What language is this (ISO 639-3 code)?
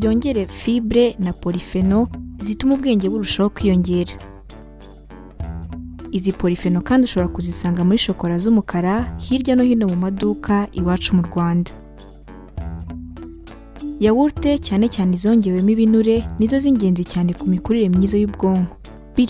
kin